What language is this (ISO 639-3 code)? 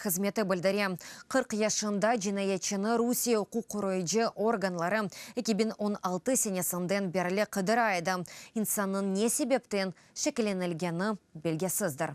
crh